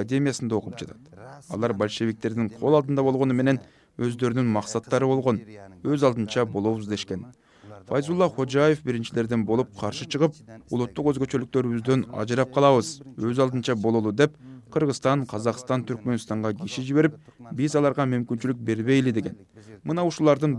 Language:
Kyrgyz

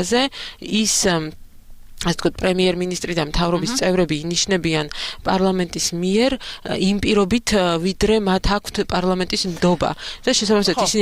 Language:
Georgian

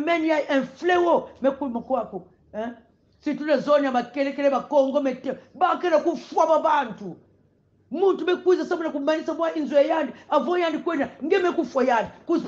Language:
Kongo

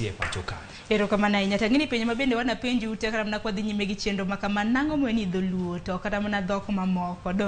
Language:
Luo (Kenya and Tanzania)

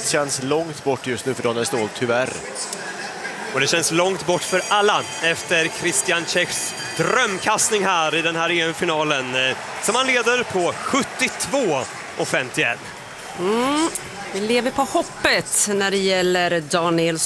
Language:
Swedish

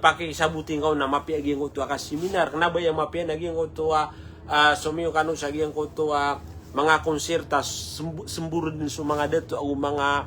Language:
Maranao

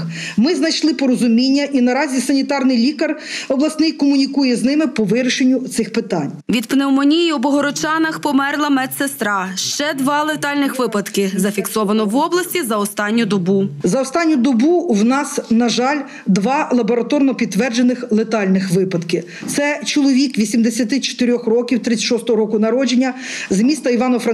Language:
Ukrainian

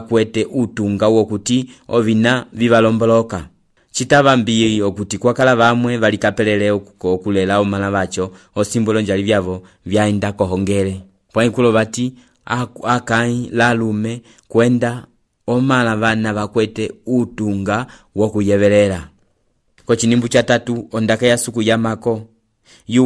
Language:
Umbundu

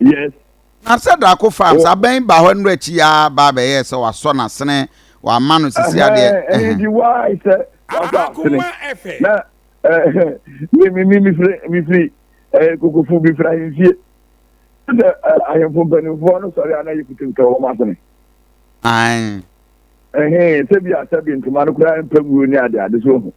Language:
Akan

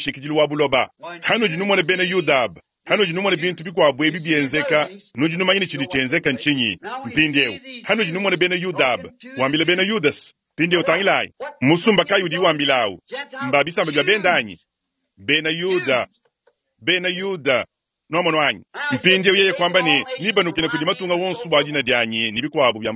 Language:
Luba-Lulua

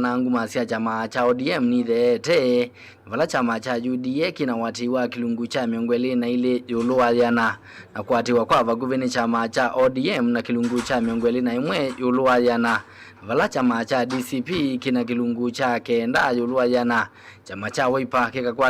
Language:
Kamba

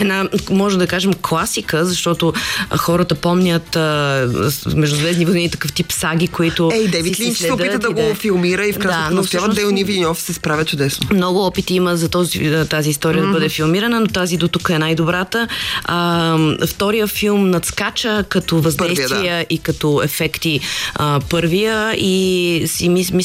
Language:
Bulgarian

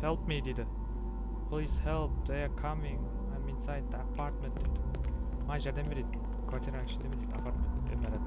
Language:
Kara-Kalpak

